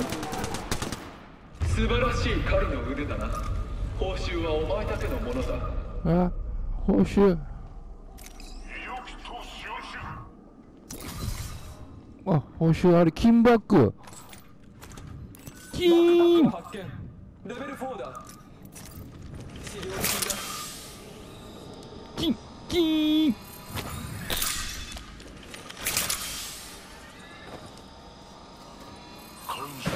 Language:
Japanese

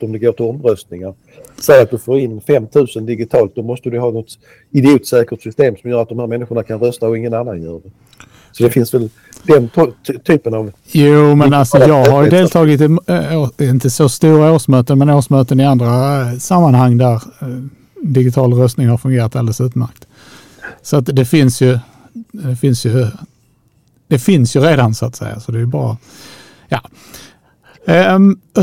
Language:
Swedish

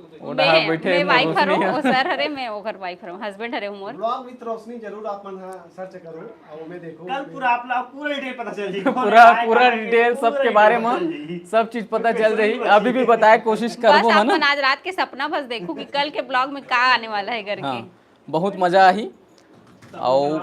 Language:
Chhattisgarhi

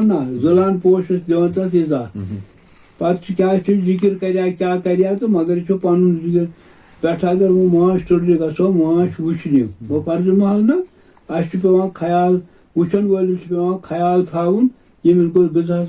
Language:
Kashmiri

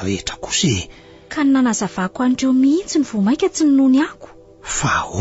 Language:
Malagasy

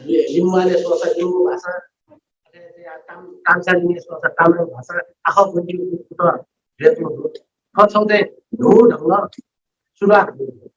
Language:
Newari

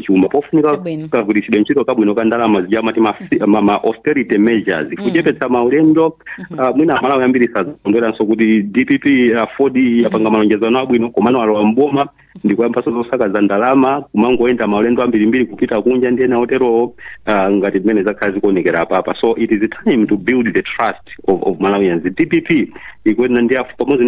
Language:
Nyanja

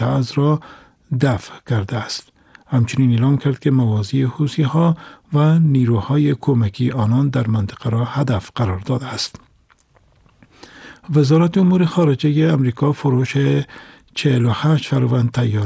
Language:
Persian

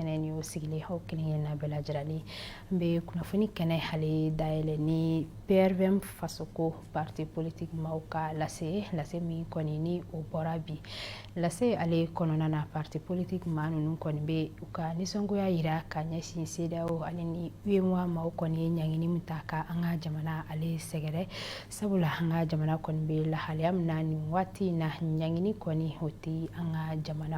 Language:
Bambara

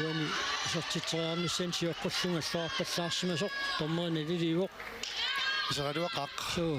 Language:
Kalaallisut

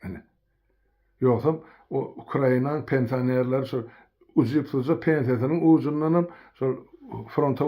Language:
Turkmen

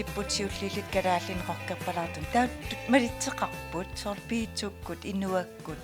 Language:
Kalaallisut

